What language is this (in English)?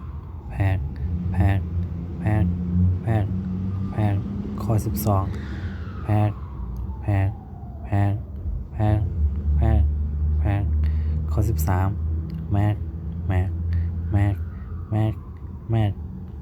Shan